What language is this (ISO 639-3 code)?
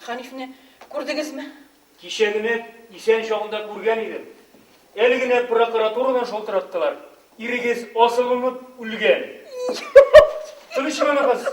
tat